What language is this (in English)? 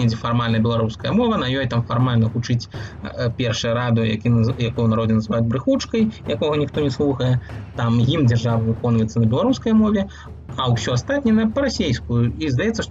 Belarusian